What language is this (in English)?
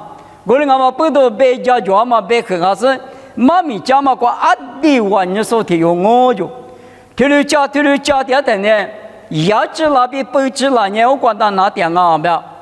Lisu